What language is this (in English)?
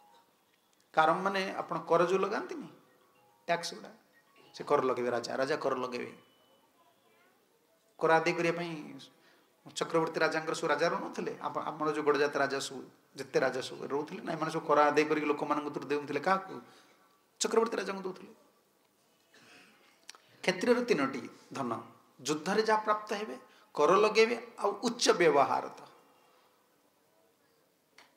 Odia